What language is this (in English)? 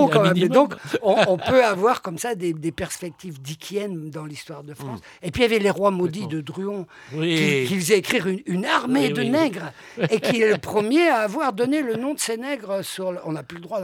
French